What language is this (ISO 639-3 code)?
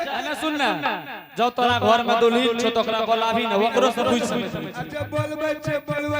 anp